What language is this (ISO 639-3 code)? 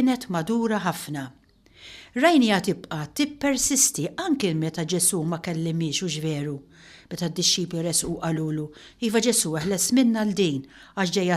mlt